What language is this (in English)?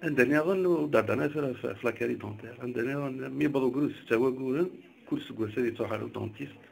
Kabyle